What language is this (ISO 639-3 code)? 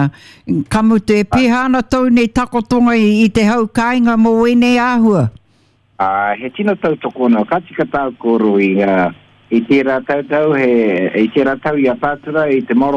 mri